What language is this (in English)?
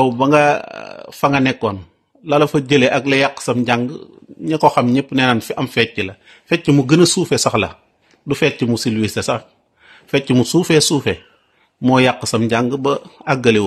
Wolof